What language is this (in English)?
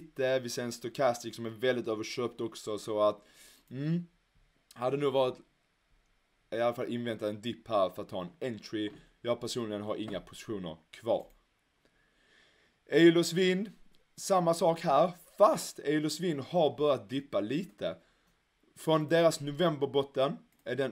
Swedish